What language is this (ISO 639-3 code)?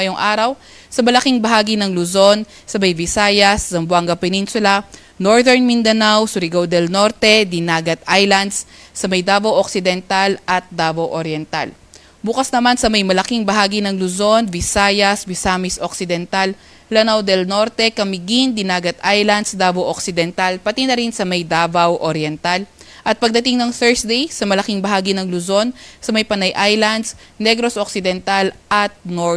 fil